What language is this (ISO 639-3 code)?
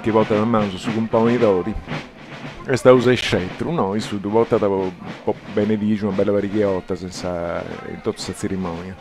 srd